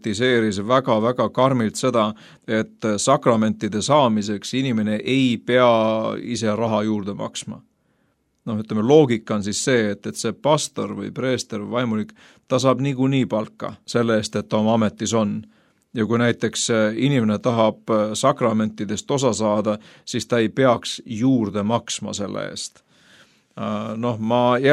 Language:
Estonian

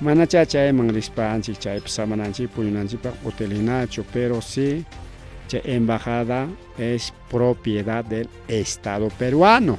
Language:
Ayacucho Quechua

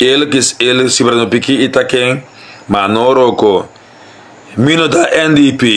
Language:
Sranan Tongo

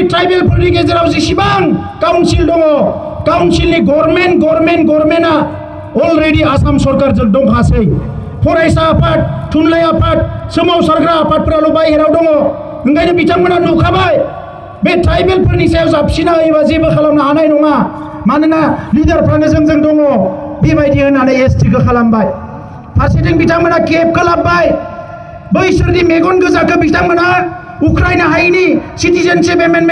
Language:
Bodo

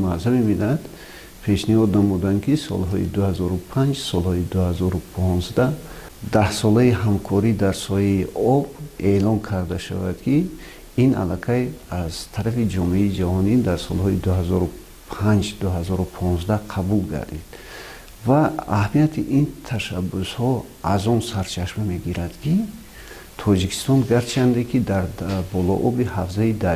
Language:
Tajik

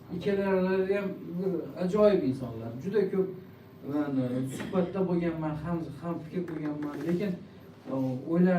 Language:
Uzbek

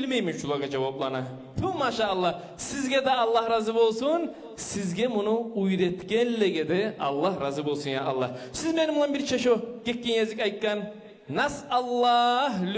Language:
Kumyk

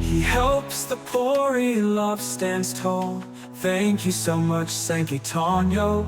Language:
Waray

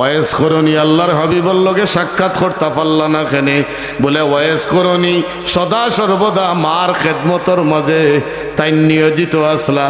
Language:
Sylheti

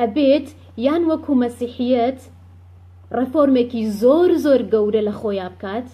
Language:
Central Kurdish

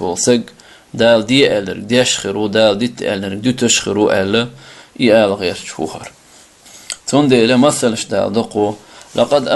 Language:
Chechen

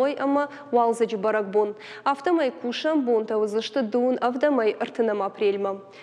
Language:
Ossetic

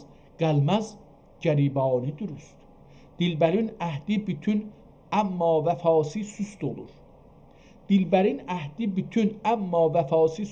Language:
South Azerbaijani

